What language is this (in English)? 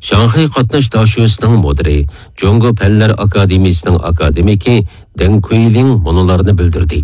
Uyghur